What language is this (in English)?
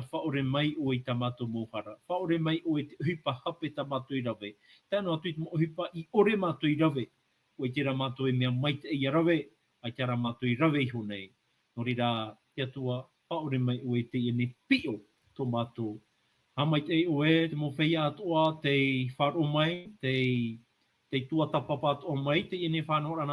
Tahitian